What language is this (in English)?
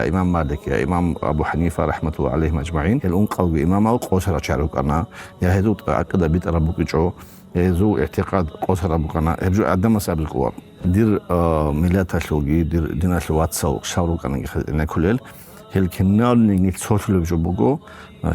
Avaric